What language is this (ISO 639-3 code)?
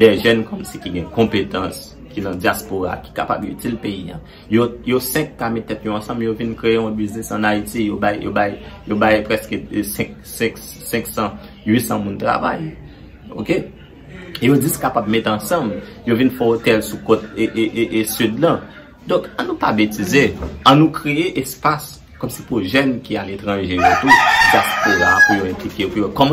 hat